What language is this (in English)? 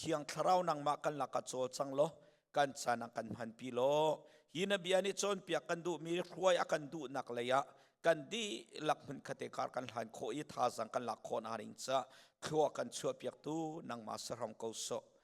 Hakha Chin